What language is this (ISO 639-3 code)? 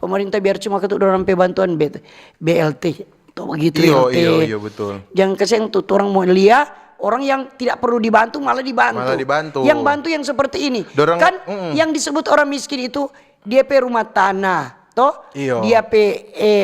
xmm